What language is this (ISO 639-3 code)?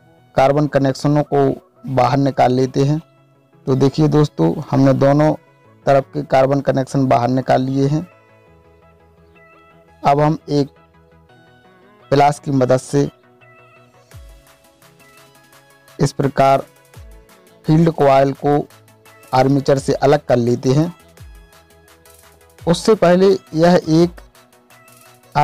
hin